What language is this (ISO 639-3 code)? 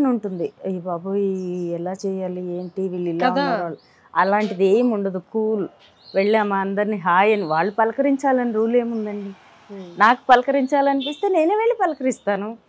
tel